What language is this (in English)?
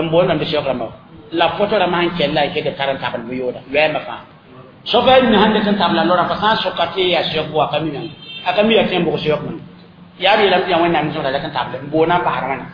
Mossi